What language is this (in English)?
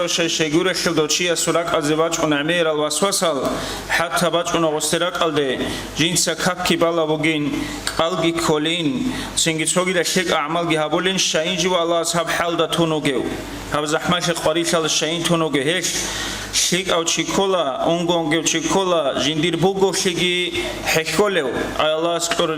Avaric